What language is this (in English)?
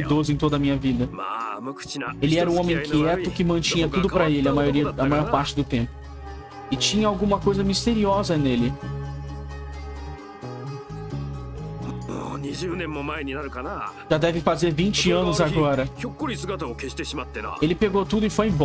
Portuguese